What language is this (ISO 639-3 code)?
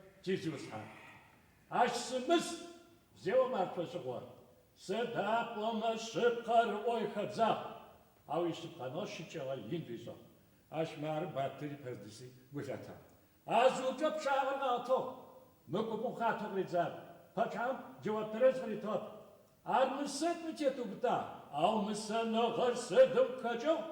ady